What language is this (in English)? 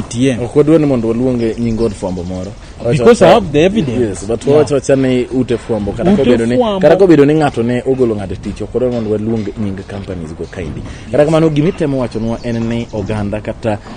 Luo (Kenya and Tanzania)